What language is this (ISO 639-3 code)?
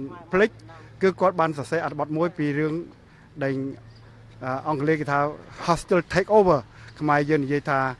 khm